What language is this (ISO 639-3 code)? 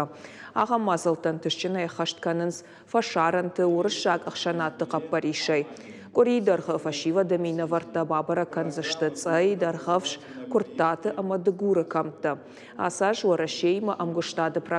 oss